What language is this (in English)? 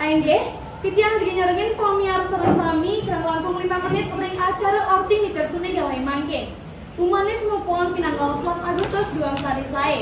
Balinese